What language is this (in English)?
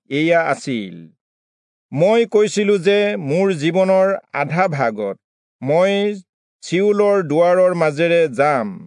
Assamese